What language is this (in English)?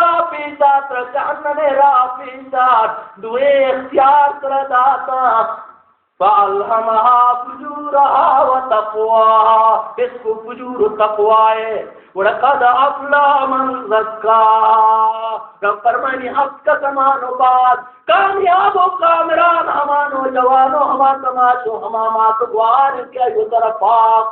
Baluchi